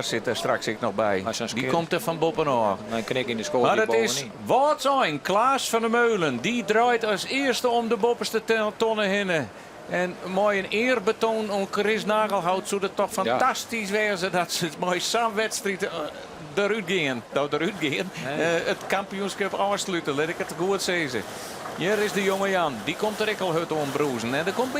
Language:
Western Frisian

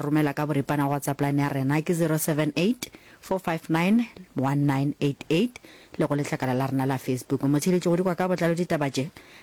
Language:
Northern Sotho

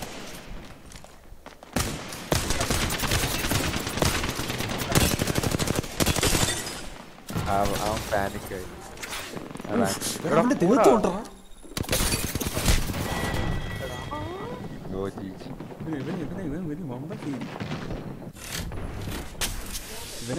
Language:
Malayalam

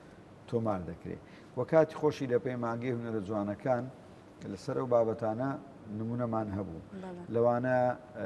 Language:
Central Kurdish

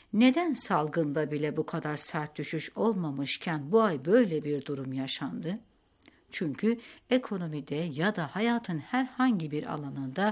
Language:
Turkish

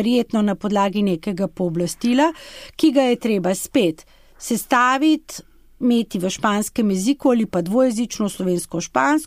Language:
Slovenian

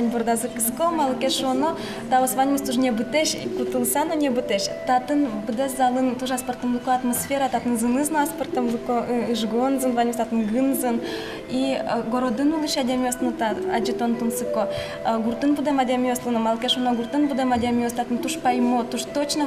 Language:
Udmurt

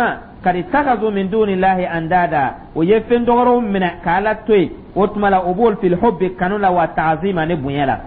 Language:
Dyula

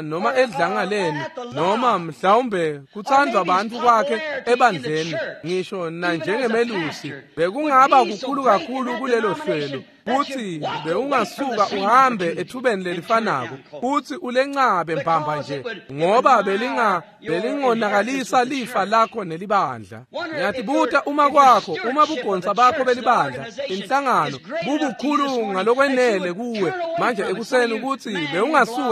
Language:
Swati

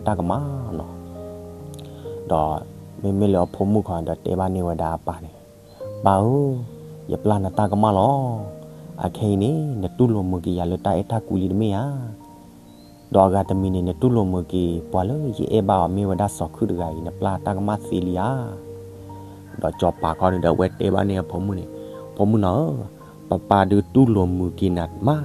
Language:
S'gaw Karen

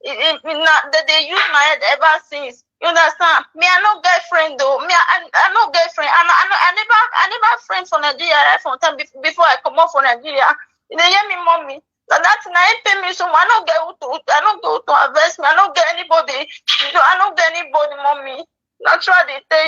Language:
Nigerian Pidgin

